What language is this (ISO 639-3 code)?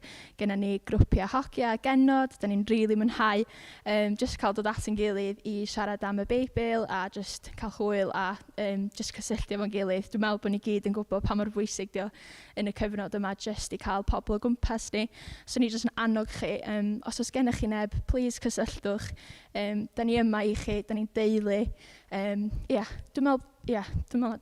cym